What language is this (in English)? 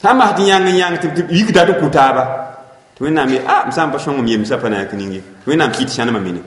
Mossi